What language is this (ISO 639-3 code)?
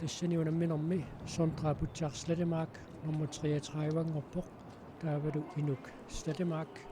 kal